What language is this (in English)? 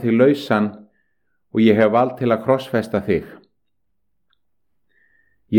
Icelandic